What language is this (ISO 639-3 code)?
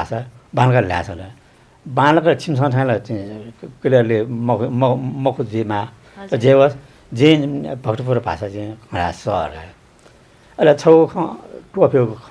new